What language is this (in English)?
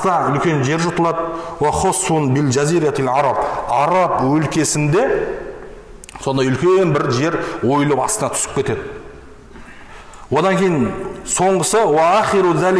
Kazakh